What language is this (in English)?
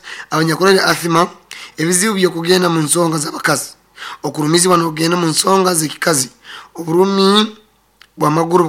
Nyoro